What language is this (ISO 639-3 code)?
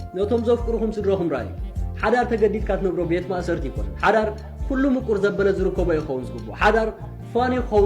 tir